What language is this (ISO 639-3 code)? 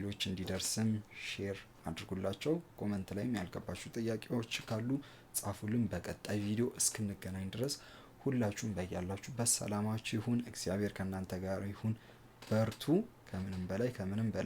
amh